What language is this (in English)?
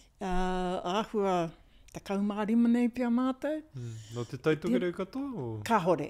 Māori